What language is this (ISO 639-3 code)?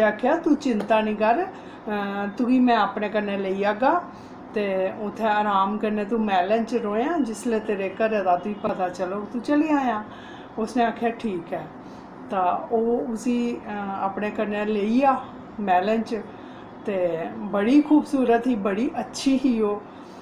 doi